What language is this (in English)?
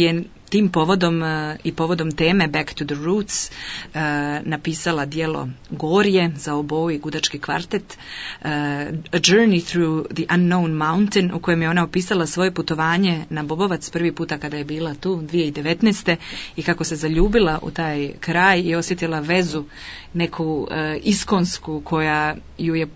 Croatian